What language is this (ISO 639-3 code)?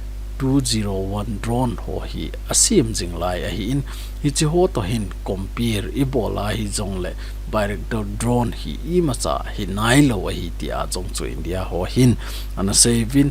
tcz